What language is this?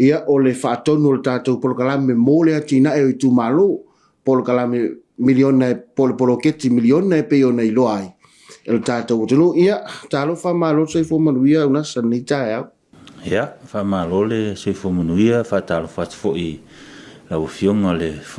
Samoan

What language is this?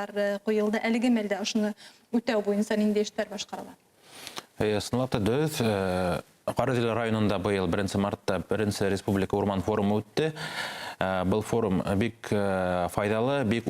Bashkir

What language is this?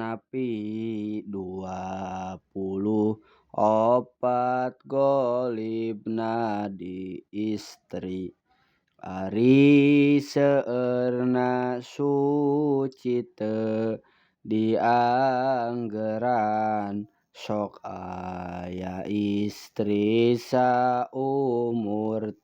Sundanese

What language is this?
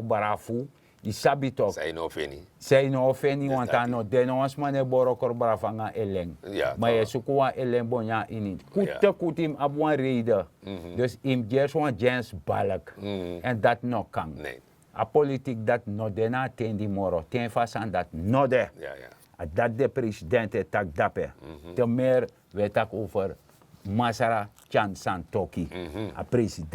Sranan Tongo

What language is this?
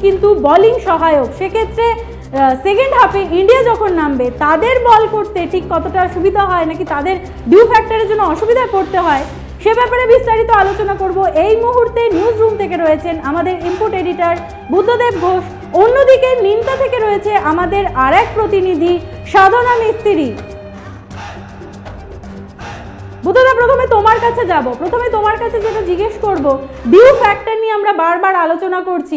Bangla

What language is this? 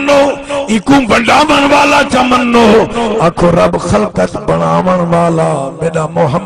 Saraiki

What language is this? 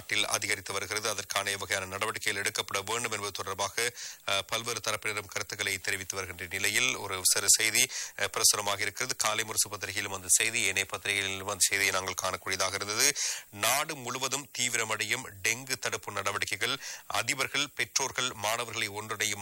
Tamil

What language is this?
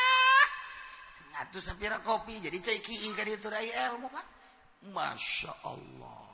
Sundanese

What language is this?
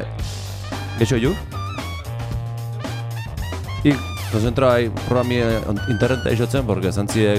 Basque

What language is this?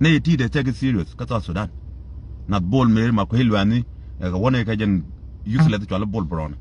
Nuer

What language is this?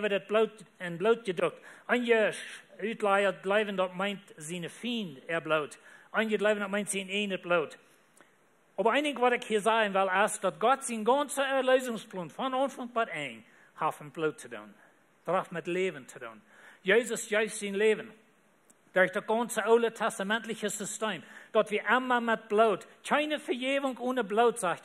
Plautdietsch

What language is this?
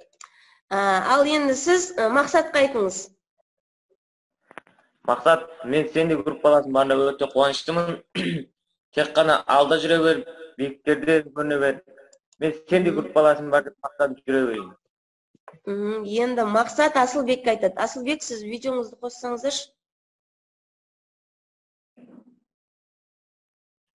Kazakh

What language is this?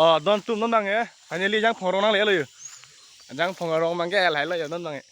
Karbi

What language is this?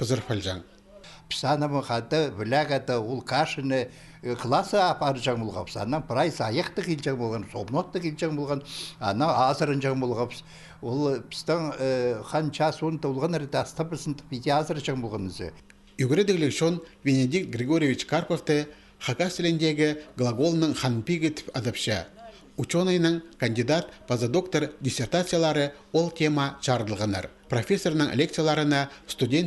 Khakas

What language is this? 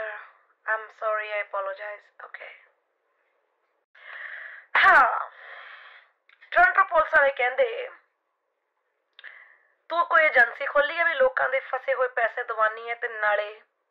Punjabi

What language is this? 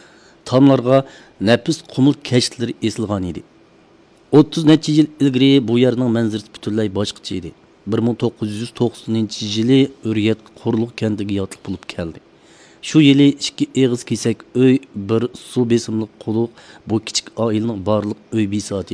Uyghur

